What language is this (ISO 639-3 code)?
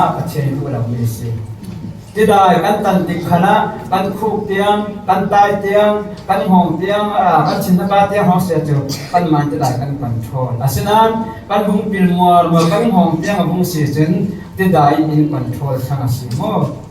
cfm